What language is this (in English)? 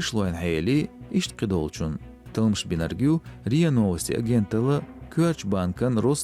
Chechen